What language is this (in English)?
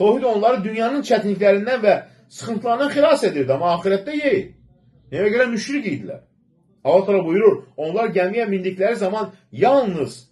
Azerbaijani